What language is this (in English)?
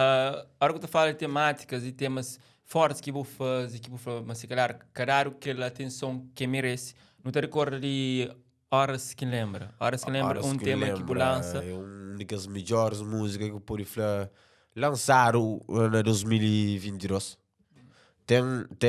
Kabuverdianu